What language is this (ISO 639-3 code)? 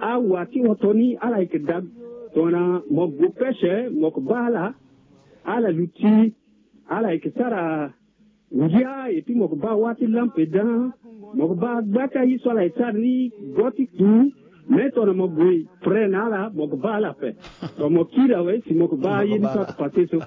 sag